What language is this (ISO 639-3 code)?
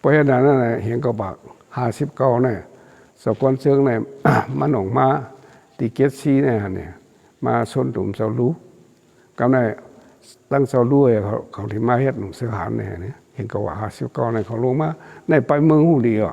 shn